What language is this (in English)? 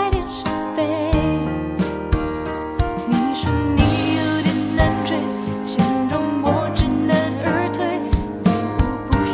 Chinese